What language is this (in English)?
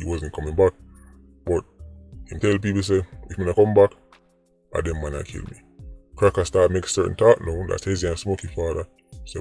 Jamaican Creole English